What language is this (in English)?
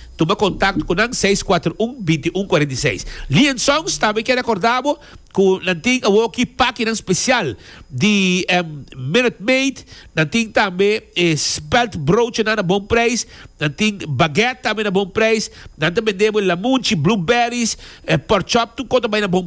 Papiamento